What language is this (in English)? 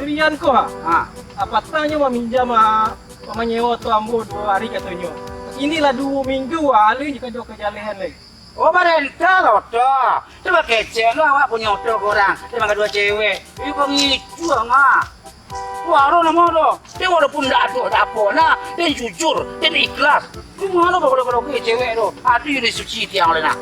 Minangkabau